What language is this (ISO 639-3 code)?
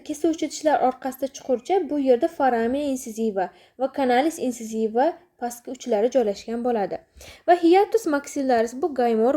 uzb